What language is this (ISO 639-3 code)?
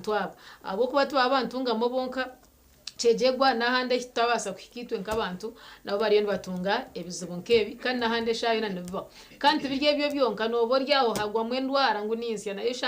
nyn